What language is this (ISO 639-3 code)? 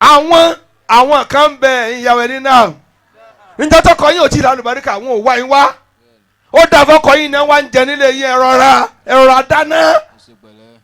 yor